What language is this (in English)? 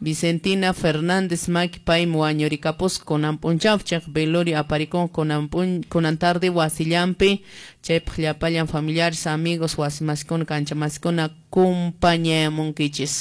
Quechua